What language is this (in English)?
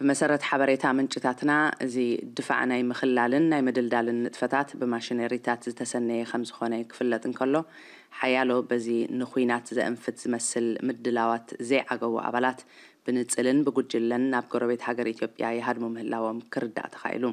Tigrinya